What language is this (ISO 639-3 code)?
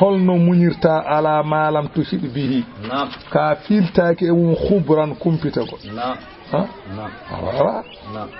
ful